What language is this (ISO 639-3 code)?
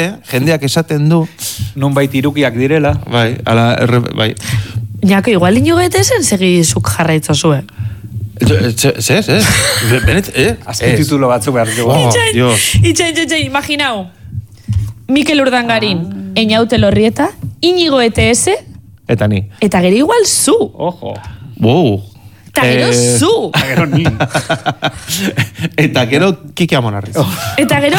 eus